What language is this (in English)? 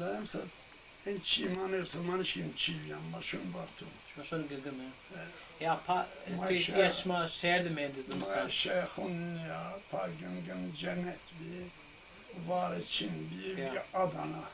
Zaza